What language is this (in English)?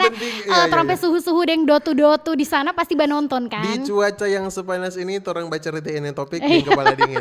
Manado Malay